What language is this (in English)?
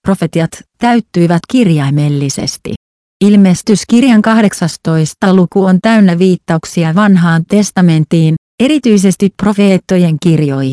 Finnish